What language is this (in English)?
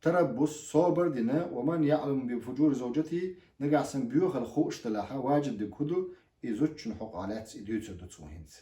Chechen